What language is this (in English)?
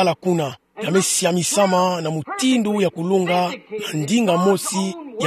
Kituba (Democratic Republic of Congo)